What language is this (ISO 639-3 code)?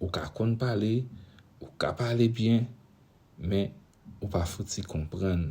hat